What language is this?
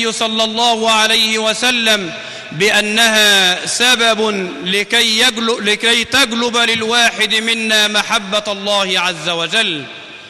Arabic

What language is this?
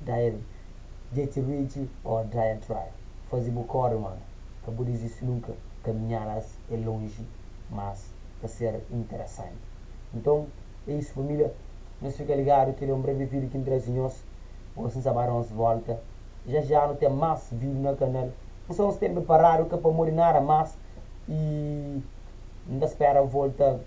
Kabuverdianu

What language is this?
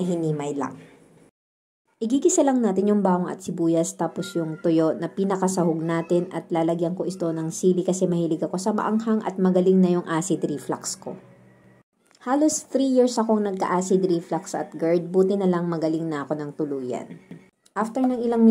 Filipino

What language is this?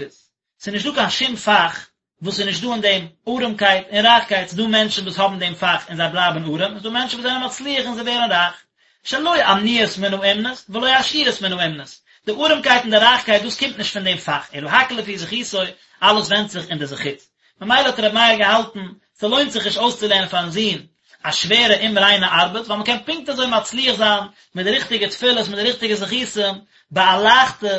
Yiddish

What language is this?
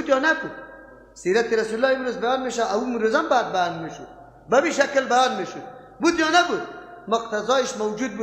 Persian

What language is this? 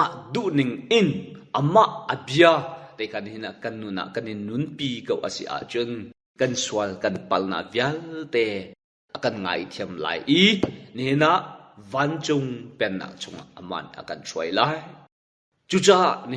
Hakha Chin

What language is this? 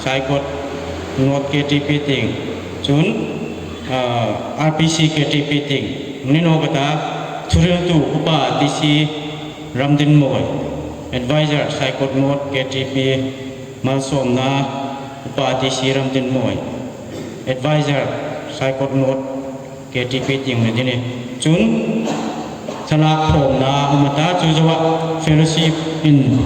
Hmar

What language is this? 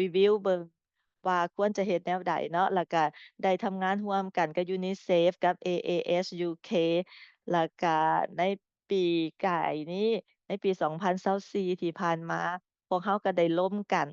Lao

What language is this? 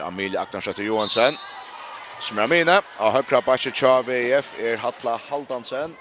Faroese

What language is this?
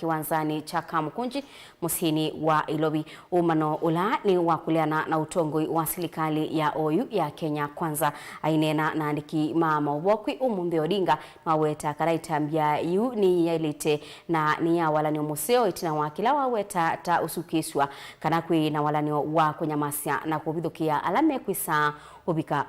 Kamba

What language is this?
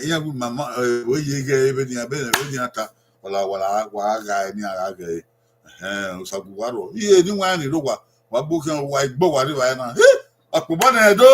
Bini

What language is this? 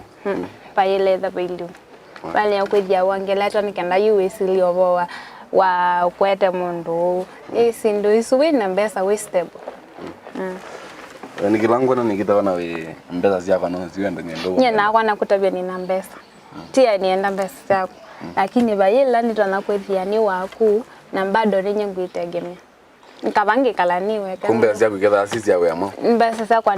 Kamba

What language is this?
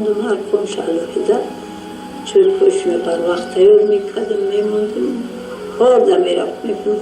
Tajik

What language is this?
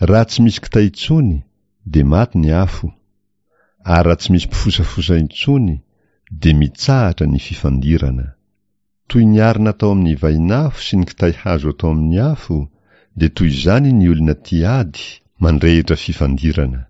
Malagasy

